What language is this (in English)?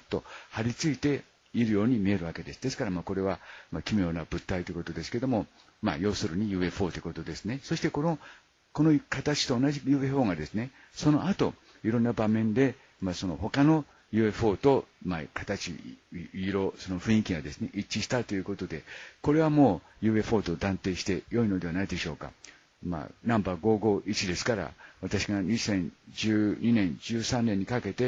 Japanese